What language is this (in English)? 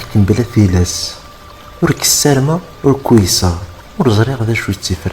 Kabyle